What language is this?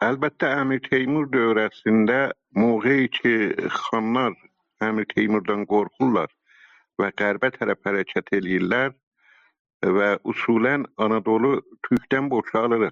South Azerbaijani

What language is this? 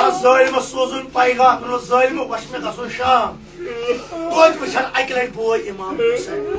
Kashmiri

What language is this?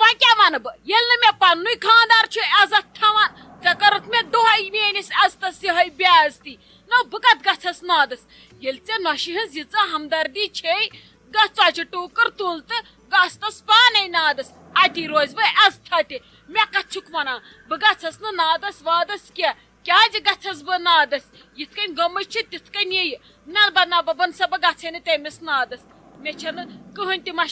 Kashmiri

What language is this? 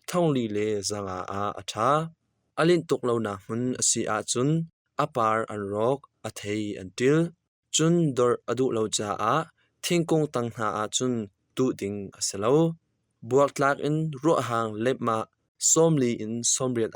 Hakha Chin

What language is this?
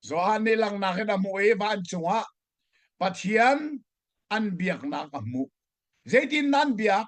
Hakha Chin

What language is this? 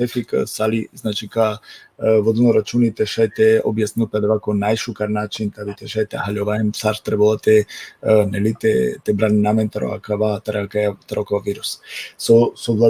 Balkan Romani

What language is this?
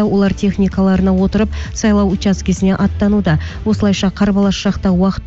Kazakh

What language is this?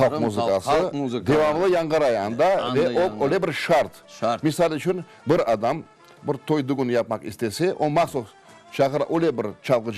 Crimean Tatar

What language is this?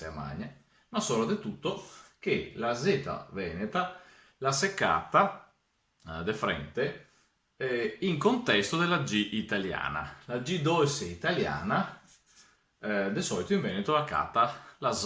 Venetian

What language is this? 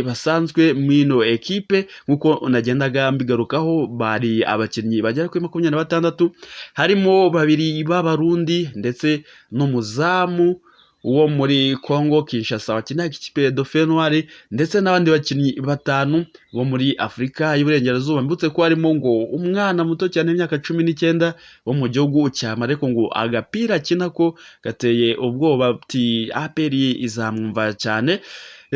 Kinyarwanda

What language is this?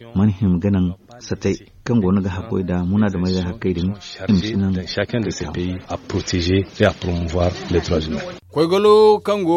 Zarma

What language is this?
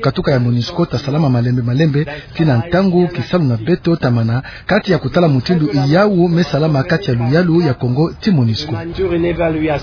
Kituba (Democratic Republic of Congo)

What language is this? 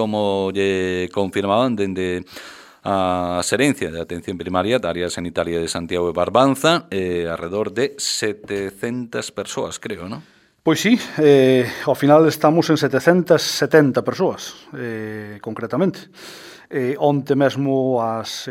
Galician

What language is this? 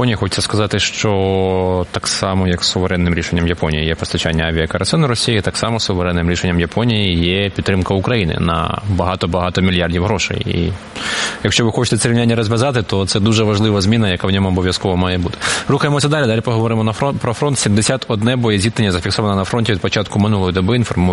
Ukrainian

